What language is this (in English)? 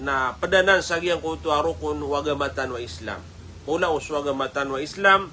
Maranao